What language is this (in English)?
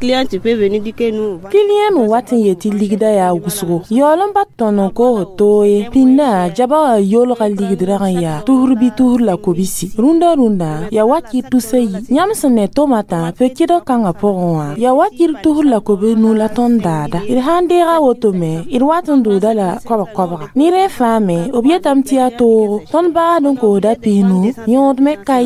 Mossi